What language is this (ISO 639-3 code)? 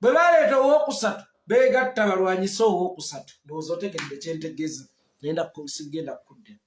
lug